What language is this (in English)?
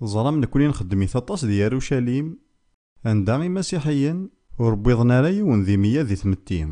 Kabyle